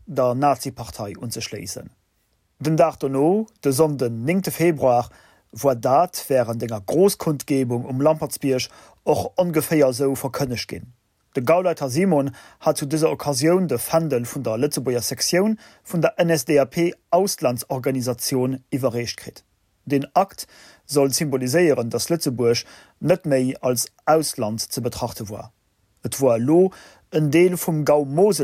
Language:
Luxembourgish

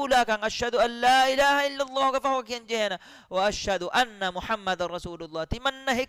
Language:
Divehi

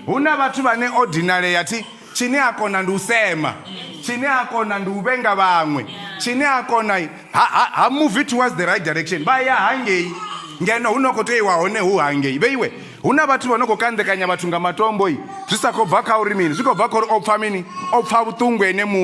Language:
Venda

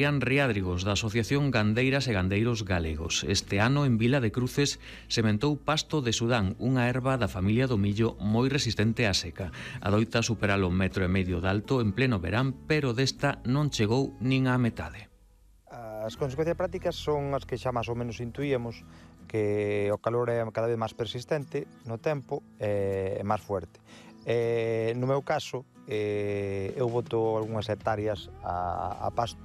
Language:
Galician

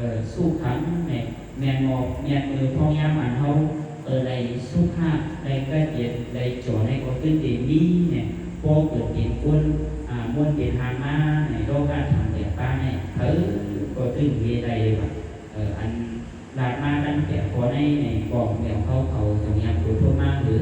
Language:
Shan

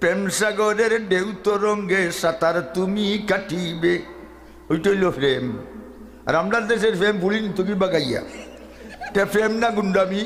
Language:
Sylheti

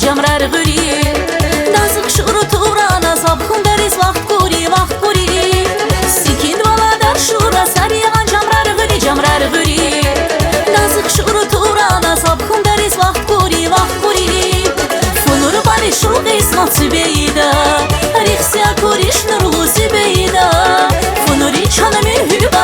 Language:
Tabassaran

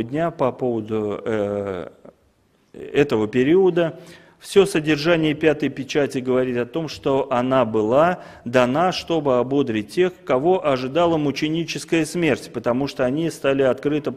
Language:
Russian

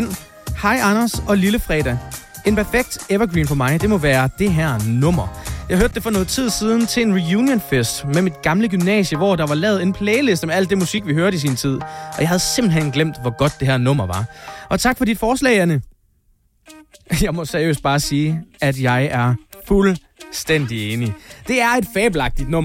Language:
Danish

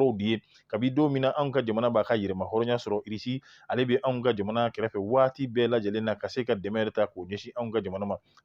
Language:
Bambara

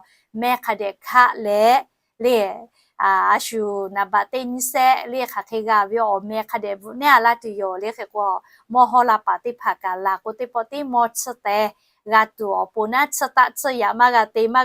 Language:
Lahu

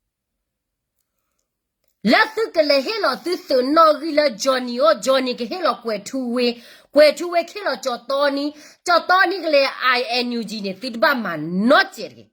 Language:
S'gaw Karen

